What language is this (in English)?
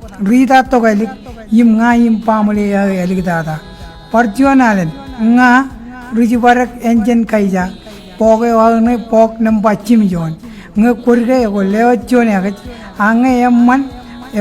Marshallese